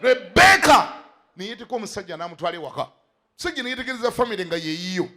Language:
Ganda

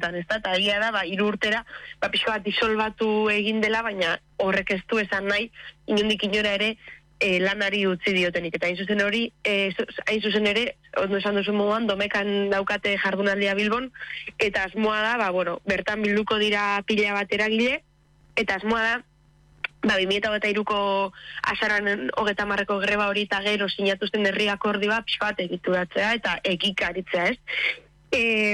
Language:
Basque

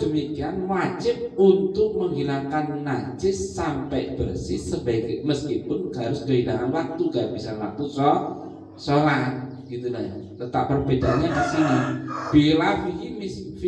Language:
Indonesian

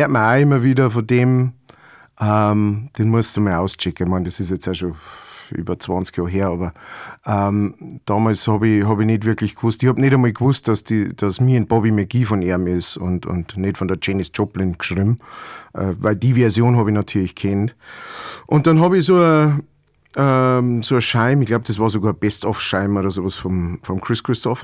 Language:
Bavarian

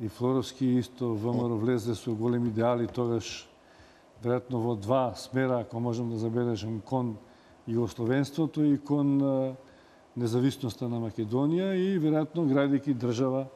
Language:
Macedonian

